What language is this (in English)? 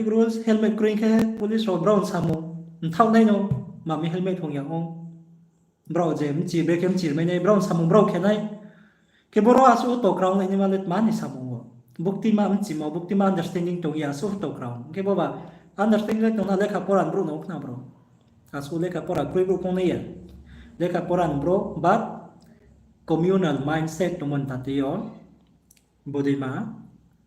Riang (India)